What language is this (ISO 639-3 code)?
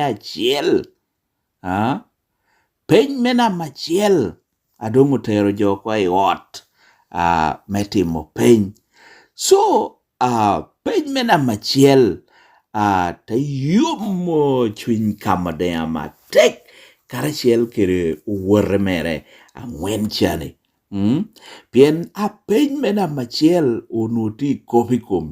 laj